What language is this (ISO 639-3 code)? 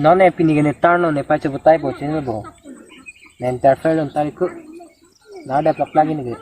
mjw